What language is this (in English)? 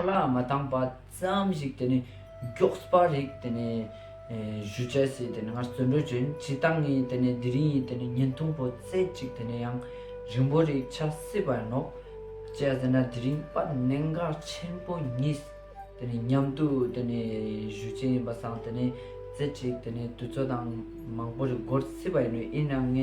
Ladakhi